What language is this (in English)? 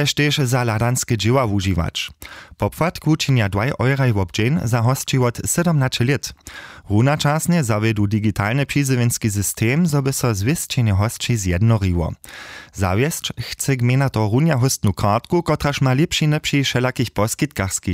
Upper Sorbian